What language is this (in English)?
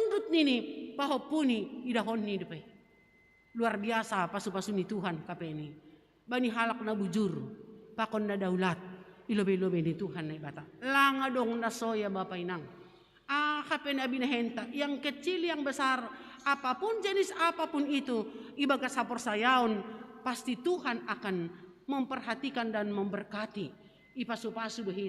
Batak Simalungun